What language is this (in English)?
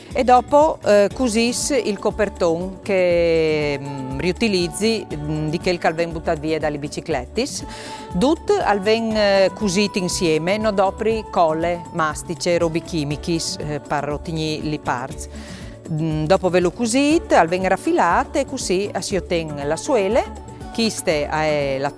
Friulian